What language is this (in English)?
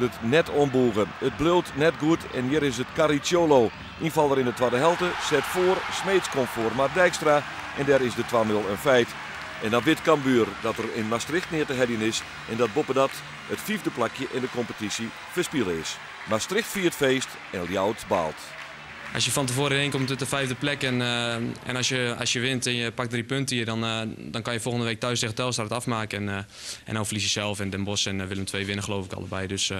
Western Frisian